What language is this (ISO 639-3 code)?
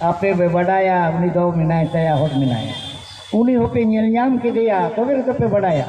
sat